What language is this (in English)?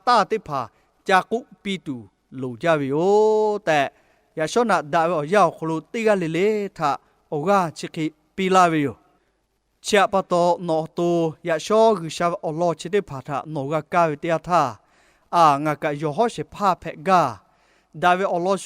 Lahu